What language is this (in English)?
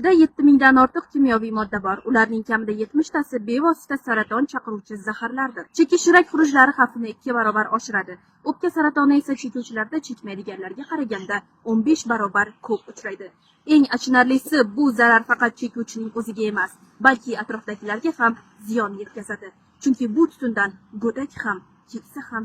Uzbek